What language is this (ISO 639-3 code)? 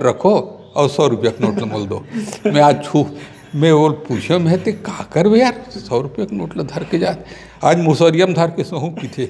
hne